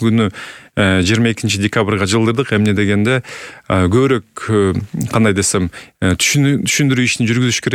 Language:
Kyrgyz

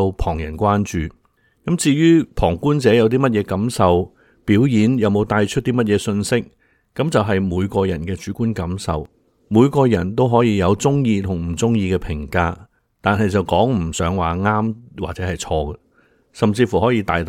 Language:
Cantonese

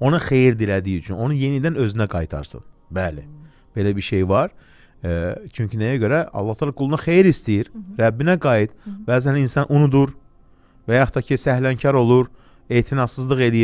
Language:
Azerbaijani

